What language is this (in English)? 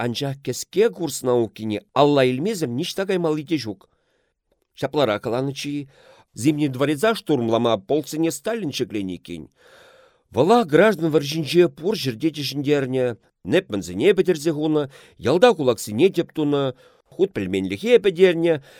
Chuvash